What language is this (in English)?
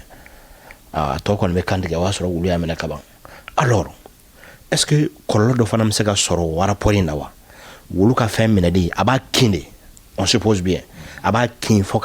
Bambara